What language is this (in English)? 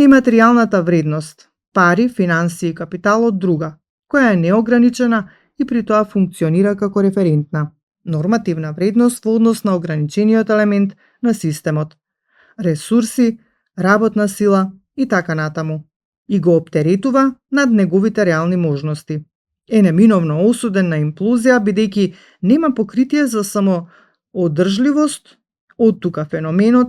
Macedonian